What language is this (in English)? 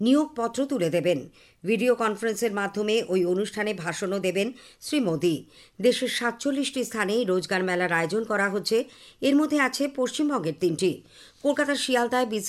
Bangla